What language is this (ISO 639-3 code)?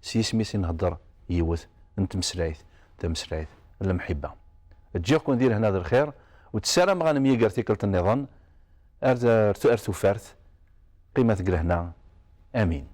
kab